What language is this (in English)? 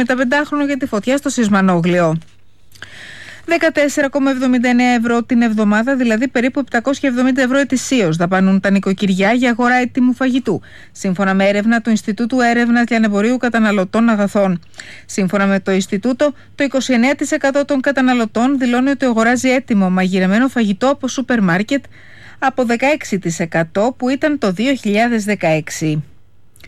Greek